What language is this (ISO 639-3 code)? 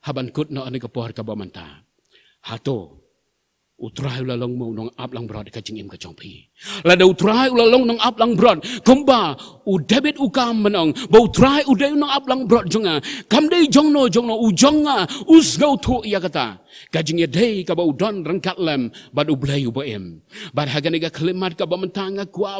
kha